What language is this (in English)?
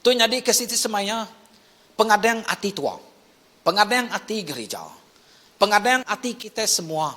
Iban